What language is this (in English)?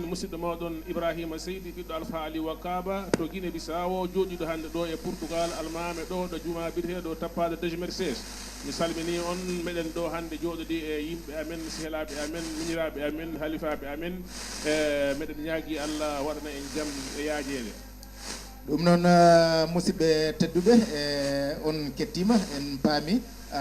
Fula